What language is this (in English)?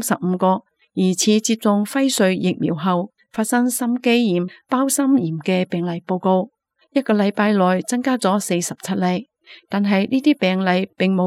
Cantonese